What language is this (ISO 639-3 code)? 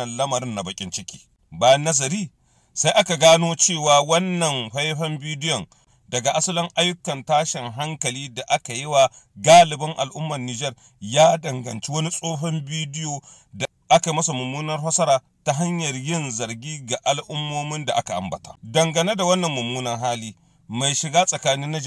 hau